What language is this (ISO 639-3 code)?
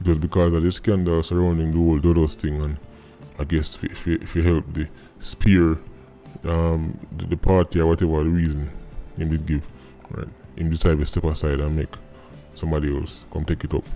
jam